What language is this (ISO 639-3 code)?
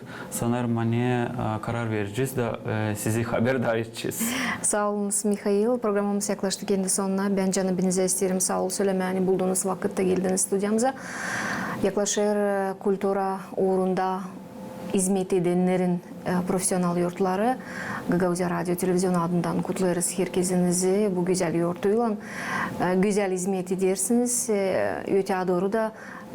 gag